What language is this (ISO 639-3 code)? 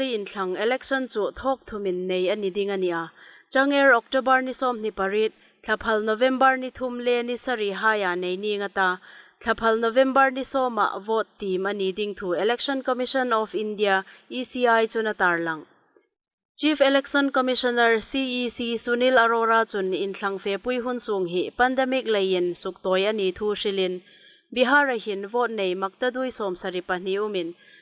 hmr